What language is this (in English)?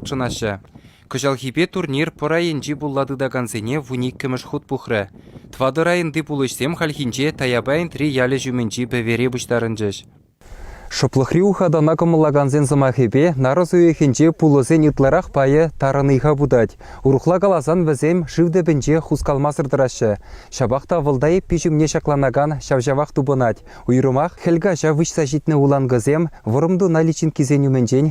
Chuvash